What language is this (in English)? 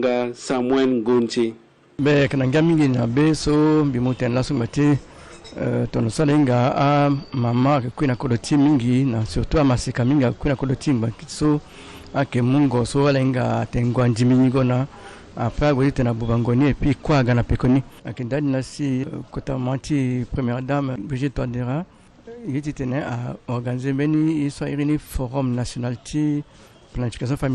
Sango